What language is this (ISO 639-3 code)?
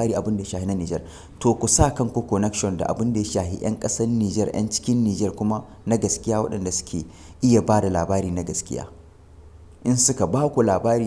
hau